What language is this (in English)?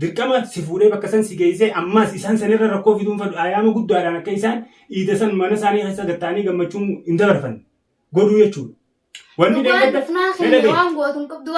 Oromo